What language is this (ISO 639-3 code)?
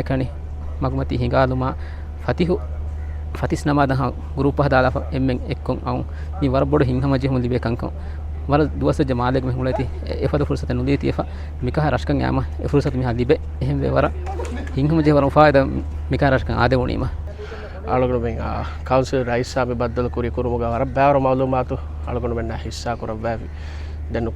div